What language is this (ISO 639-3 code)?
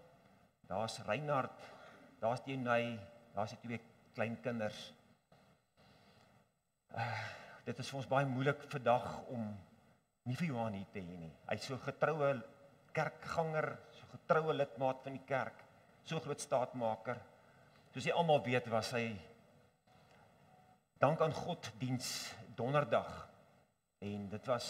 afr